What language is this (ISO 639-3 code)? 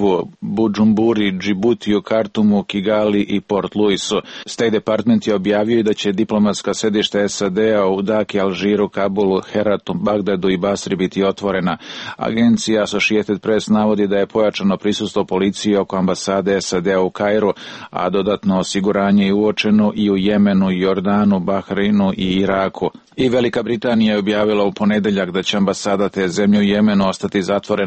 srp